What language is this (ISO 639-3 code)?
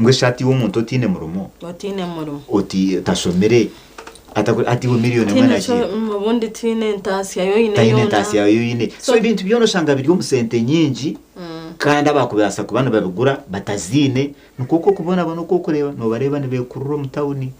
nyn